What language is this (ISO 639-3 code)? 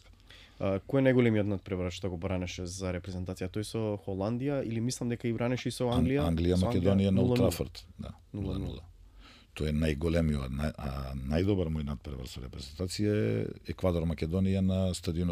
mkd